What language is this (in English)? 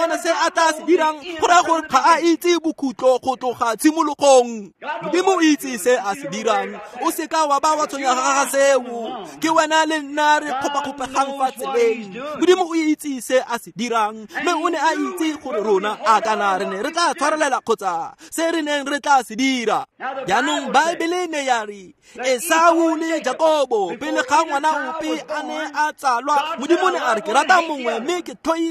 Tswana